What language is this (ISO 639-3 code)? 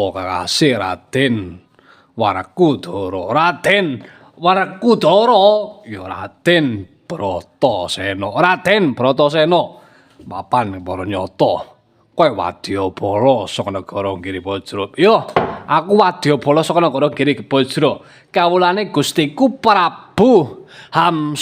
jav